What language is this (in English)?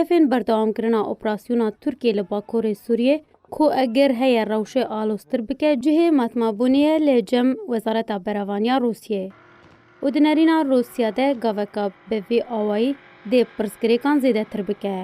Kurdish